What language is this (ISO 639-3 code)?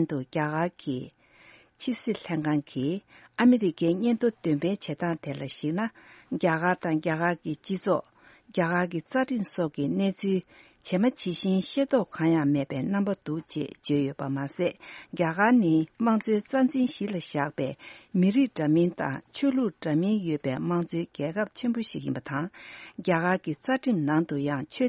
bod